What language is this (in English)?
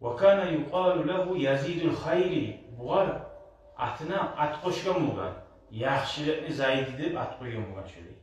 Kumyk